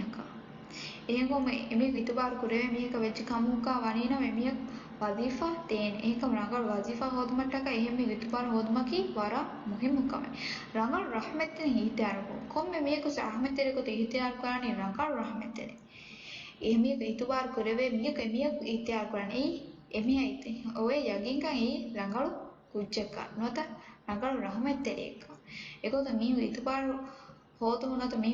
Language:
Divehi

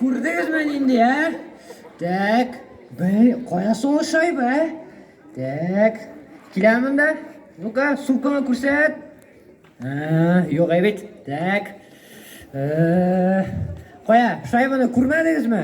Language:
Tatar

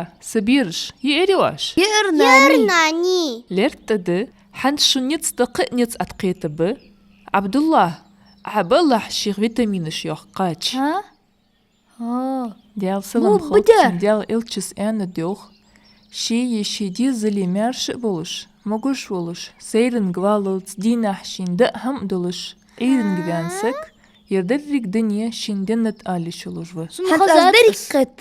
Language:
Ingush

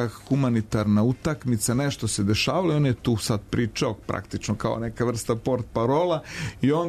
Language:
Serbian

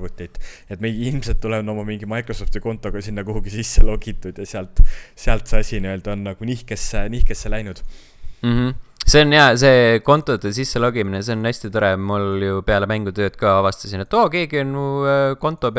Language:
Estonian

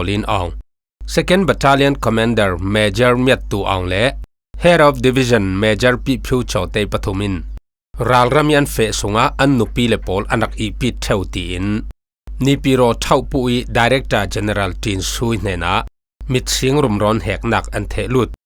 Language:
Falam Chin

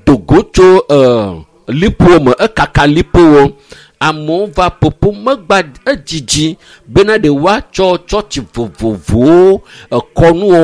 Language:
Ewe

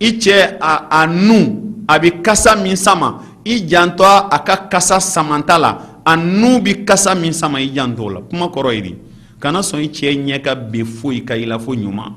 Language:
Bambara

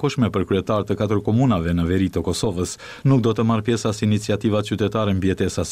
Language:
Albanian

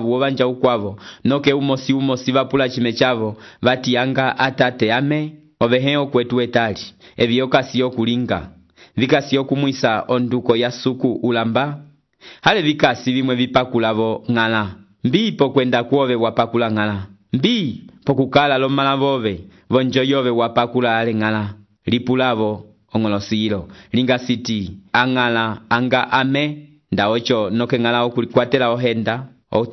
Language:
Umbundu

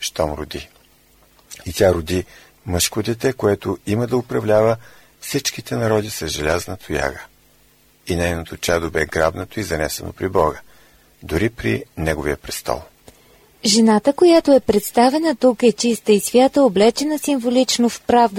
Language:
Bulgarian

